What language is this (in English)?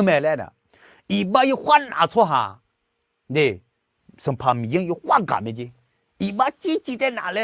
Akha